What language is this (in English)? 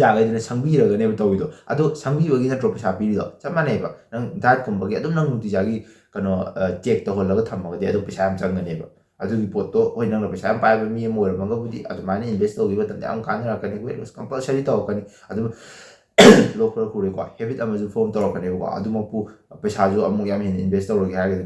Manipuri